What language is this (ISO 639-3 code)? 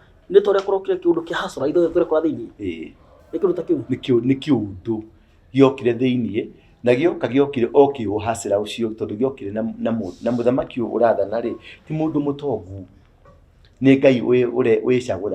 kik